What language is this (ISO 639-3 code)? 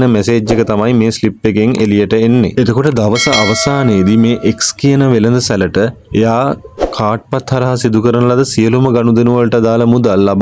sin